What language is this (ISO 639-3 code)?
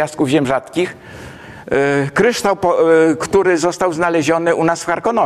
pol